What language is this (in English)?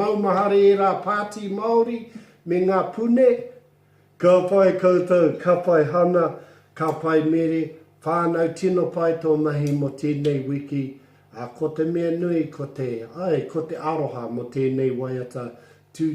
Māori